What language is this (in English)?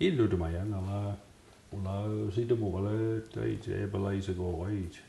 Mi'kmaw